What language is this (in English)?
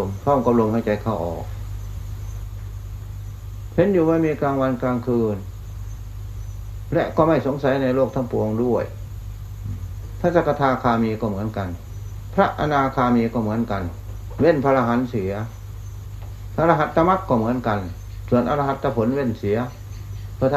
Thai